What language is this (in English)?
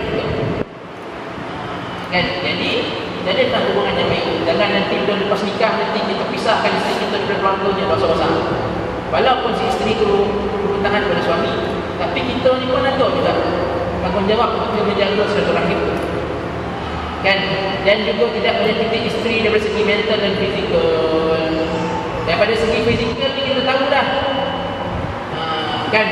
Malay